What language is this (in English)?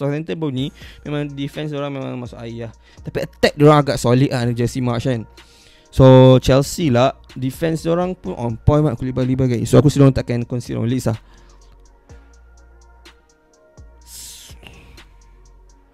Malay